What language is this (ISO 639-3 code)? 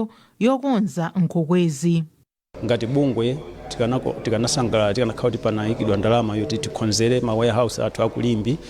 nya